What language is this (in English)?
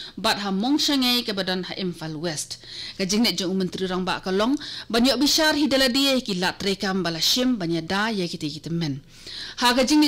Khasi